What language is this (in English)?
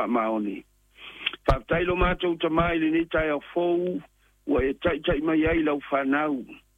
Samoan